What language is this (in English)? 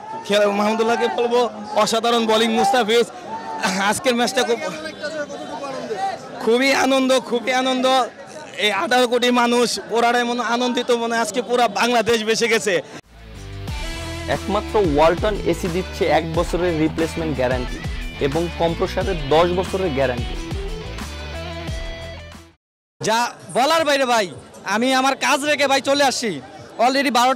Bangla